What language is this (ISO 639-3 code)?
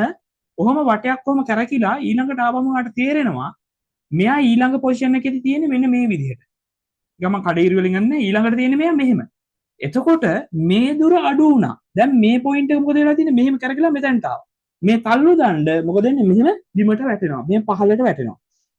sin